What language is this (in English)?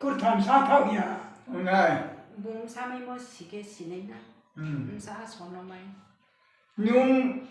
Riang (India)